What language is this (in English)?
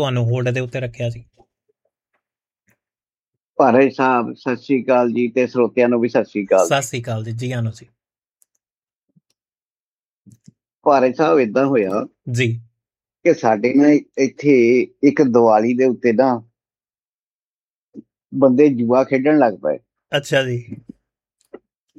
Punjabi